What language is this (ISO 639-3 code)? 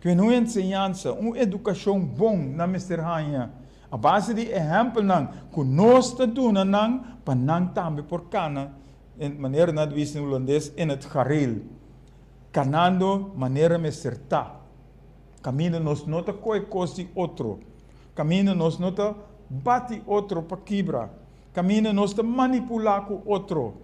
pap